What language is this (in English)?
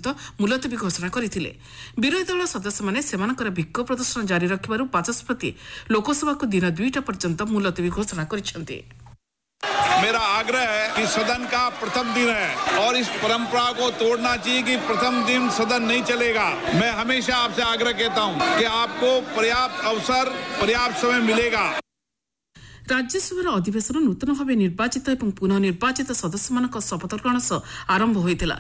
Odia